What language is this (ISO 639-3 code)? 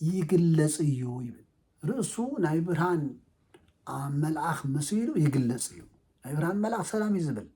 tir